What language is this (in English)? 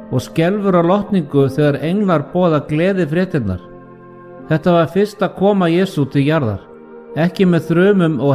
Icelandic